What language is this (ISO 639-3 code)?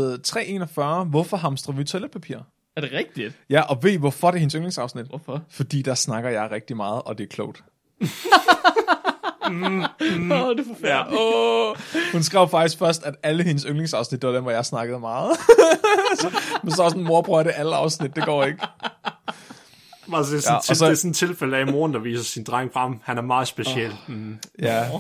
dan